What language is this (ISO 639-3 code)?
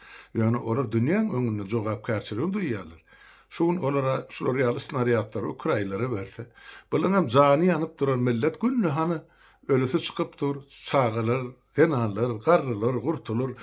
tuk